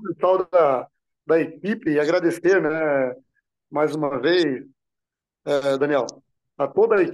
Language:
Portuguese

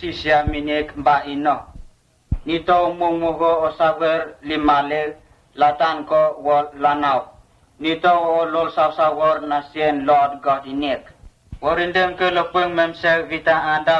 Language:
Vurës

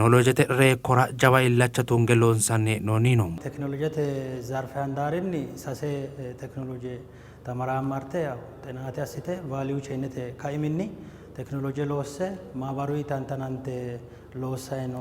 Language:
Sidamo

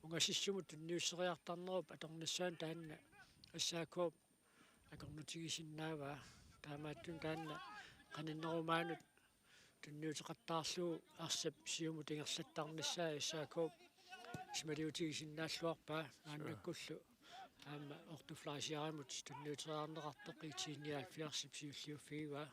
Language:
Kalaallisut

